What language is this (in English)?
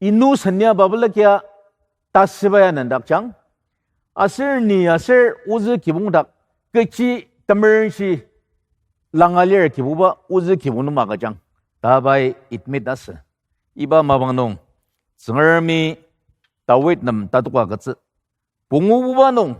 Ao Naga